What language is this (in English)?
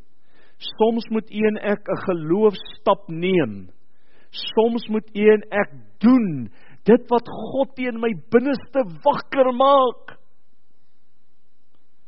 Afrikaans